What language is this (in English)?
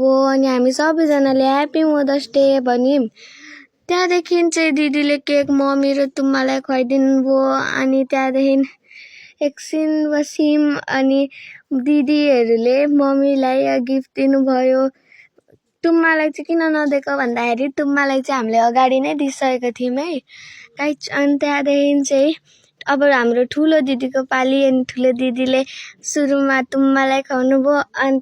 Nepali